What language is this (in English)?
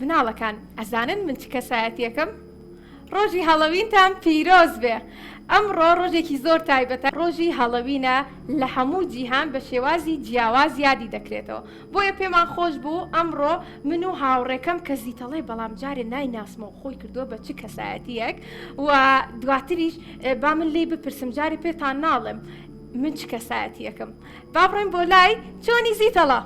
Central Kurdish